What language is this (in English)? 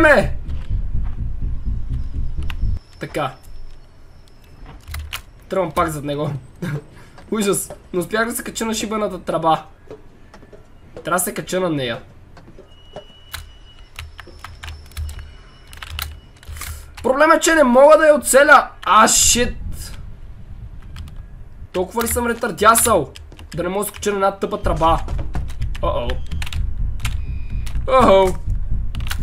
Bulgarian